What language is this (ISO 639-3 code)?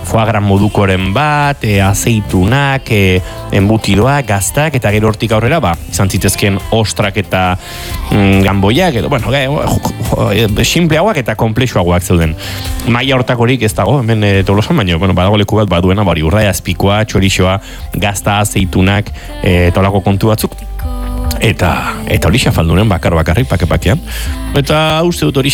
eus